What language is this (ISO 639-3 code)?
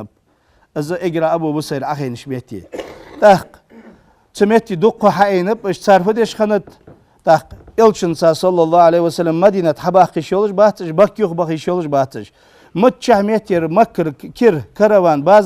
inh